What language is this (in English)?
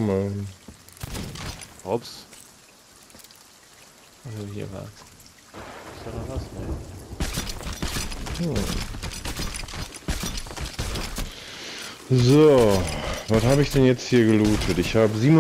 German